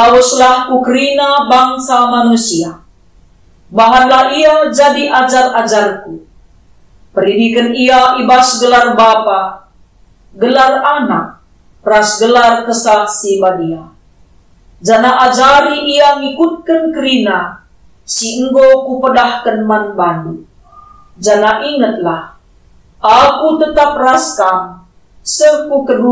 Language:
Batak Karo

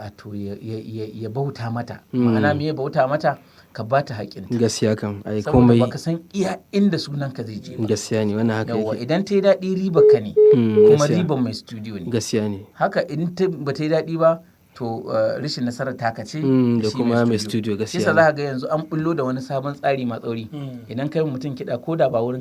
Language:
Hausa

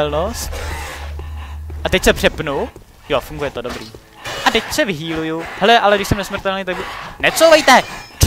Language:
Czech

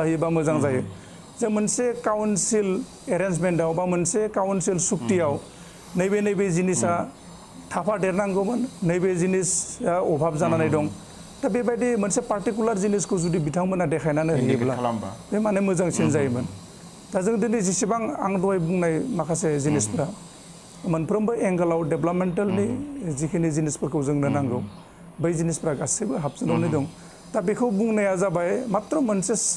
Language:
Bodo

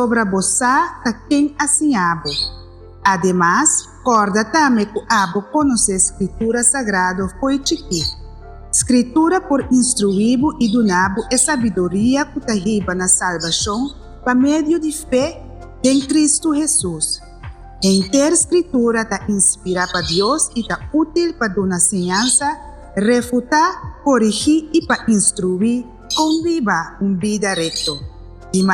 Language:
Papiamento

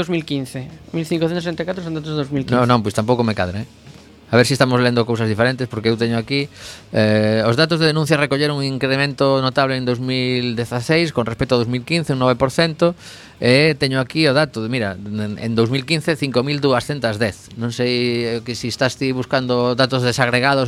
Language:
Galician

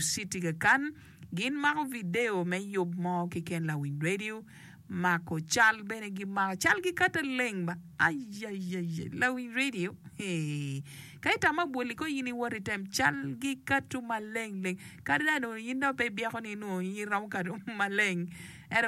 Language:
Acoli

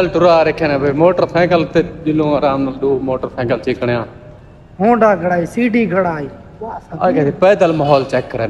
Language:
Saraiki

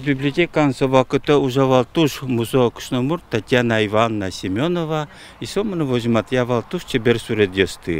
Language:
Udmurt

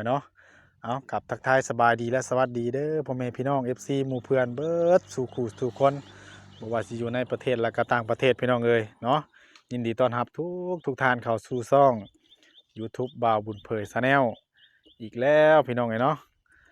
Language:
Northeastern Thai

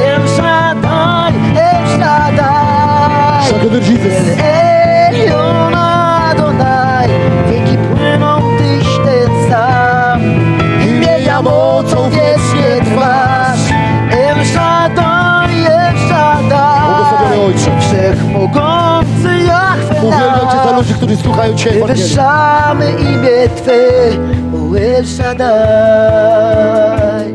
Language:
Polish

